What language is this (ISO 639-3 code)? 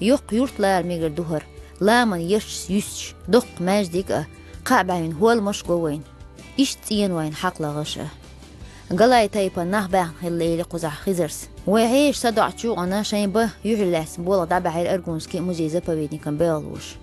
che